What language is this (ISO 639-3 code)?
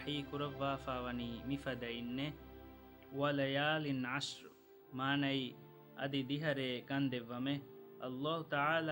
div